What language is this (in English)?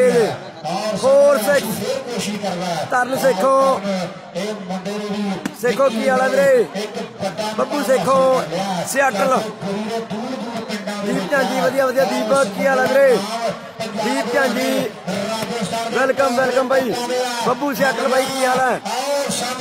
Punjabi